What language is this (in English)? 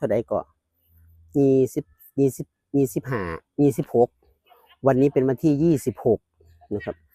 Lao